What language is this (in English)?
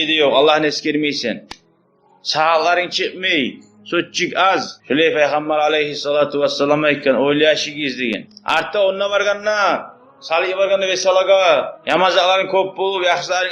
Kumyk